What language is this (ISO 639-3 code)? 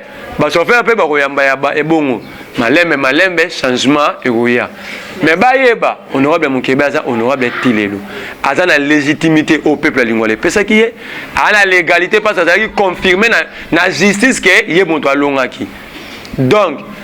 lin